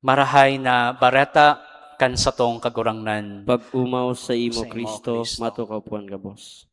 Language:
Bikol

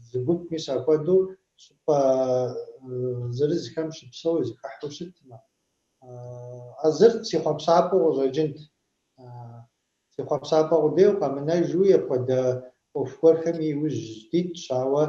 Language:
Kabardian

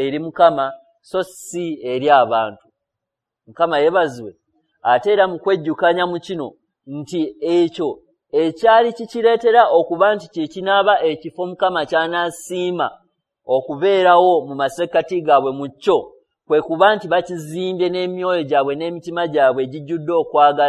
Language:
Ganda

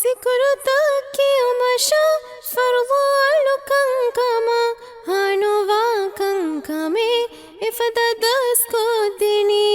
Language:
Divehi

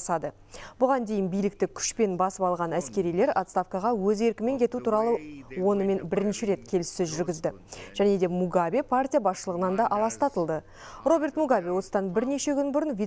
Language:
Kazakh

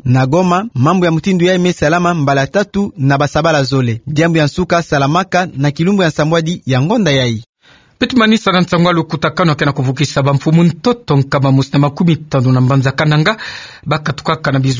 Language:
Kituba (Democratic Republic of Congo)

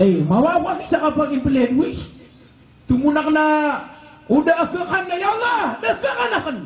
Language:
Maranao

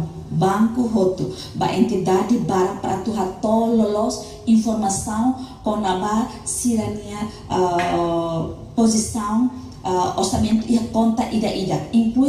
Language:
Tetum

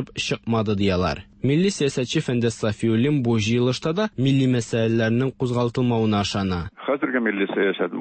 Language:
Tatar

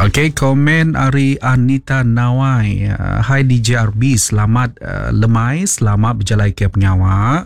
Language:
Iban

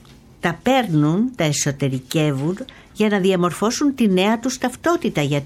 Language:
Greek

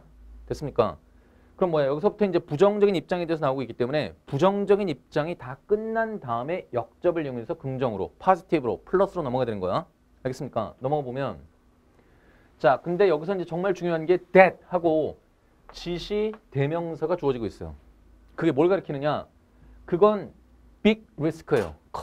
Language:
Korean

